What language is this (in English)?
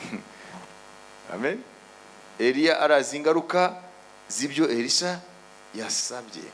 Kinyarwanda